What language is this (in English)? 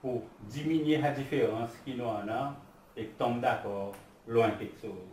Seselwa Creole French